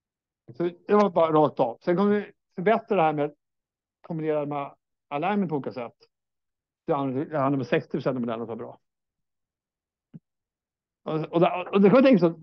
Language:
Swedish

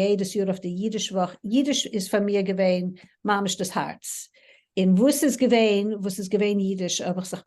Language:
Yiddish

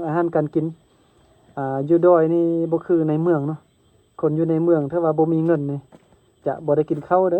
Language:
Lao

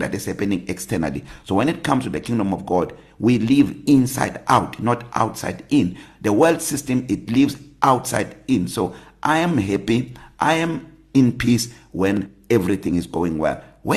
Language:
English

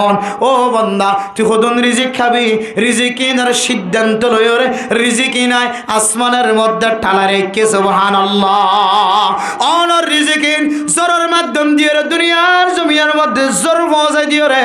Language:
Rohingya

